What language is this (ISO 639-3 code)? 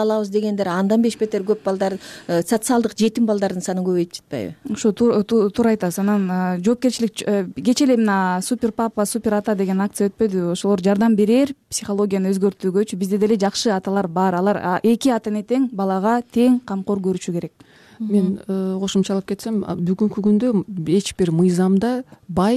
kir